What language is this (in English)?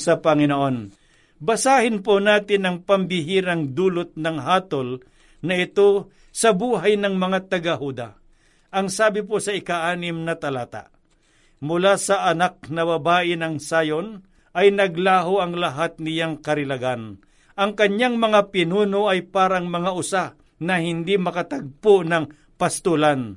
Filipino